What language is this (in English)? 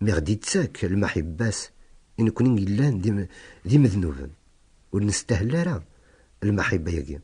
Kabyle